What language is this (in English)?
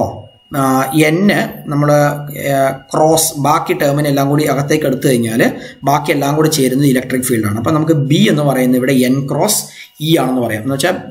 Malayalam